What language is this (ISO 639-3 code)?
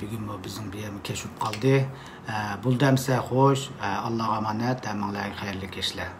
uig